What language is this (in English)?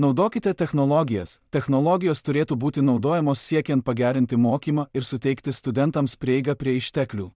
Lithuanian